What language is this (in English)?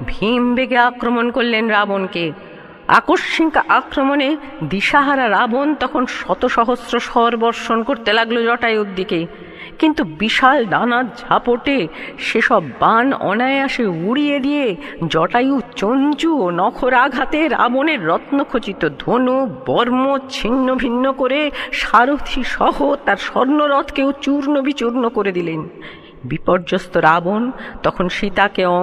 Bangla